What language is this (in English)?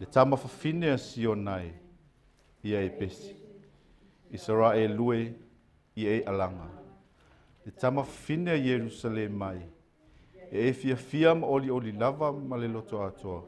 Samoan